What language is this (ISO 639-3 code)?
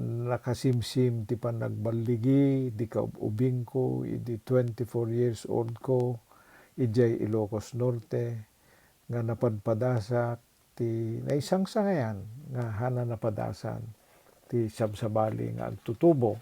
ilo